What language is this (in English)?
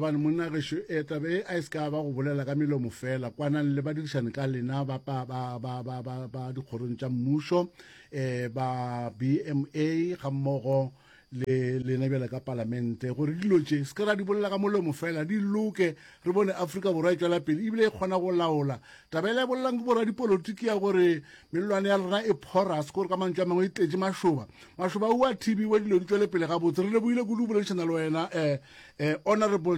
Northern Sotho